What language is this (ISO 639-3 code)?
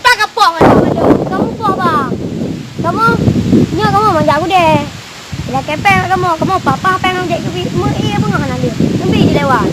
ace